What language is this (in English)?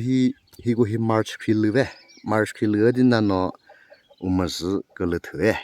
Chokri Naga